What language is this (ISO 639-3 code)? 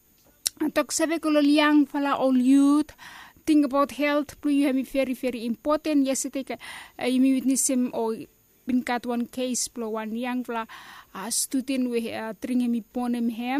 bis